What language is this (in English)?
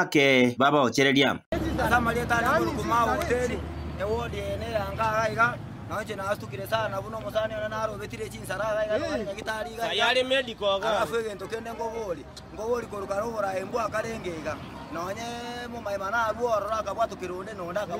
Gusii